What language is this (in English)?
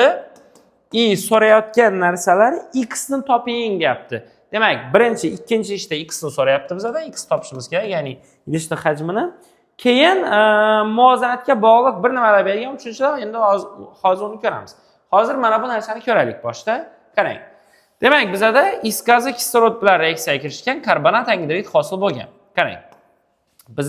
Uzbek